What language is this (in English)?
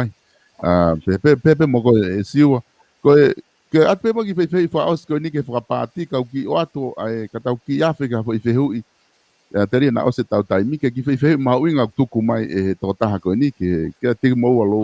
Tongan